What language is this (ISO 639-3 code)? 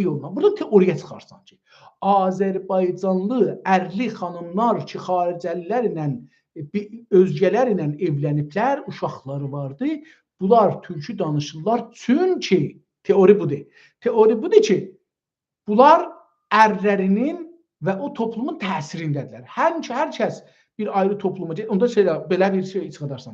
azb